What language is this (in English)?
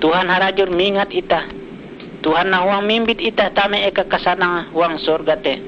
Ngaju